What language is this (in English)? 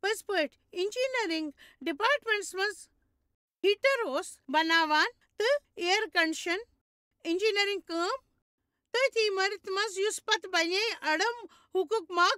Kashmiri